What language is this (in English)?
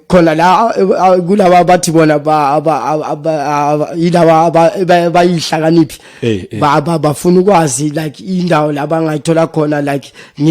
Zulu